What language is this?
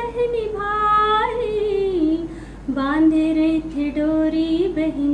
Chhattisgarhi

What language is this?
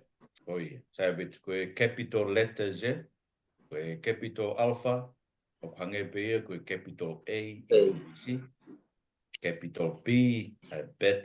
Tongan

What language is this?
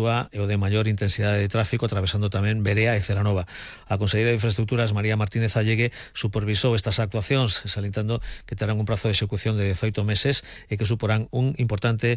Galician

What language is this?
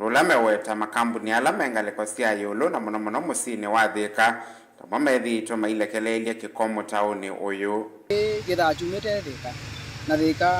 Kamba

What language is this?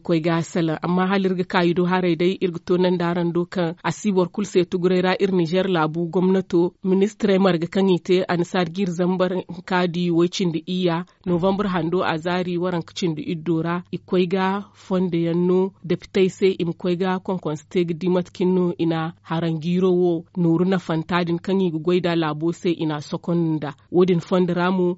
Zarma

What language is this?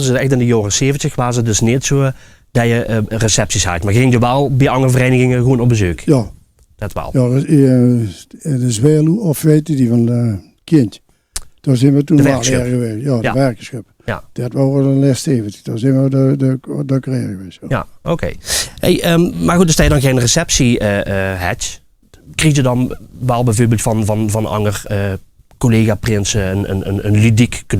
Limburgish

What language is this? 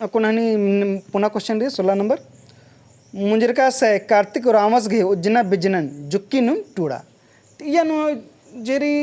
Kurukh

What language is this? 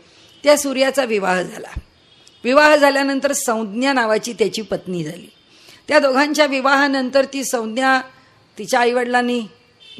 Marathi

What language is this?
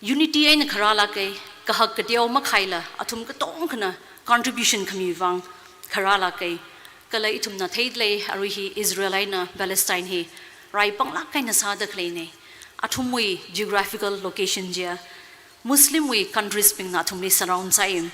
Tangkhul Naga (India)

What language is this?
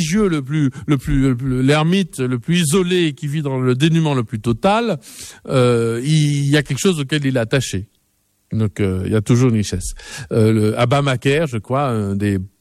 French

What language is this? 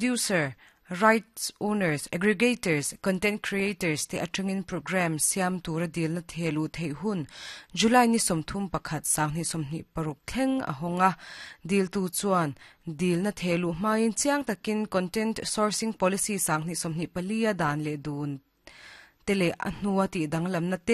Mizo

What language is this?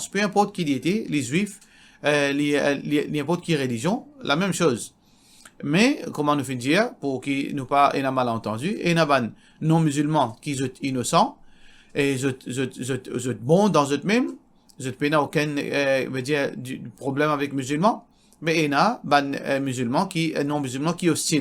Morisyen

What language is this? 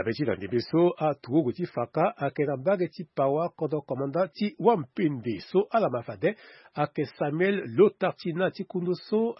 Sango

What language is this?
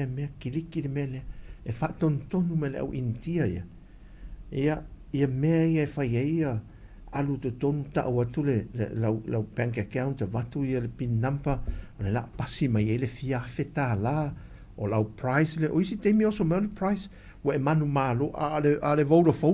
Samoan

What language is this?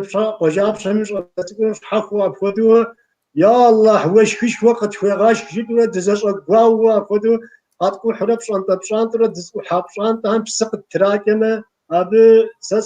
Kabardian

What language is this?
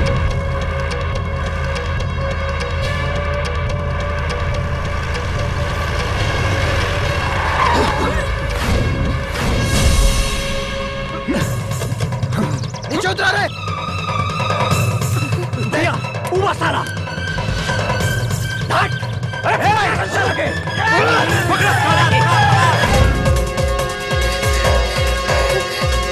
Bhojpuri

